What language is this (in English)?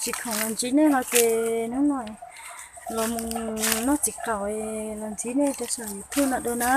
Hmong